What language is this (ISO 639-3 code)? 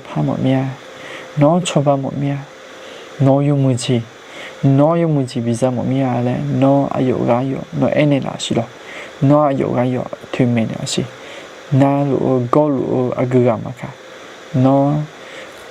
ahk